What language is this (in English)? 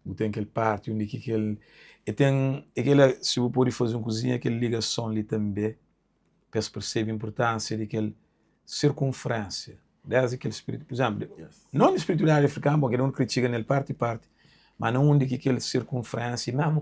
Kabuverdianu